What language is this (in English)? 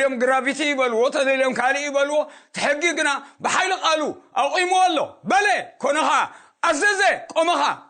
Tigrinya